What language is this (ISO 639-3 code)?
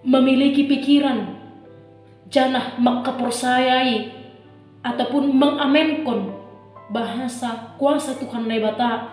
bts